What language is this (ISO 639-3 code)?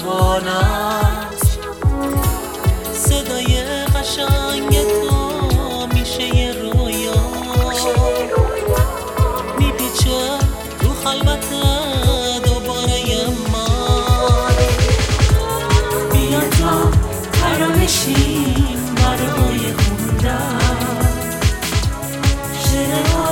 fas